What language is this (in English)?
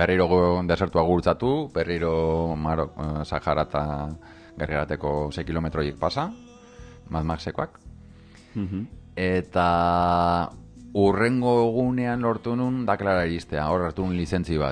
Basque